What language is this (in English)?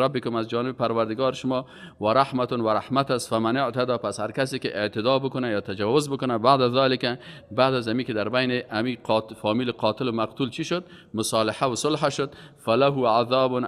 Persian